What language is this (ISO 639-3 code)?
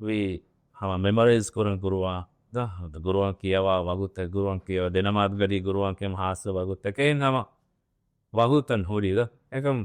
div